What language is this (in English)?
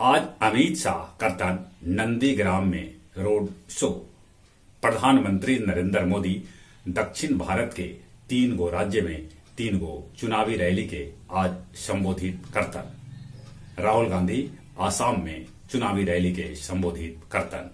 Magahi